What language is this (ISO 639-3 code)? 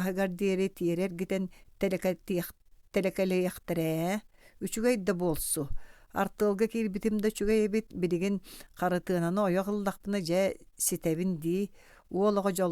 sah